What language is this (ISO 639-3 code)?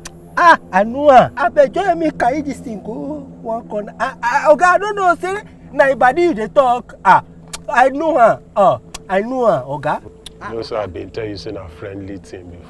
pcm